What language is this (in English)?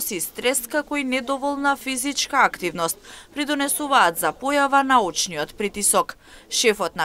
Macedonian